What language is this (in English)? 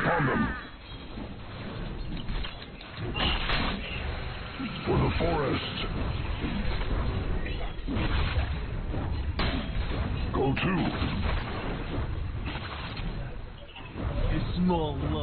Malay